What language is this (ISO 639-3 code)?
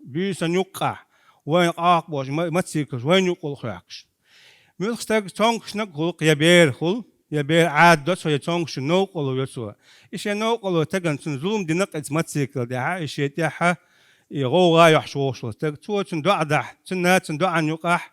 che